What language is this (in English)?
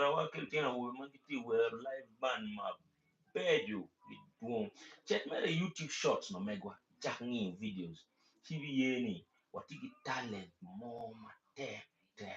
Acoli